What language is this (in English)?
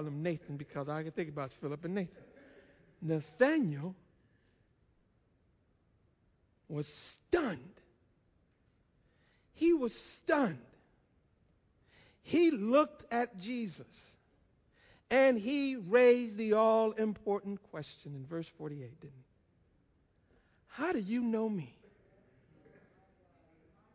English